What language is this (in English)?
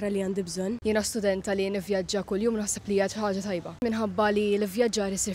Maltese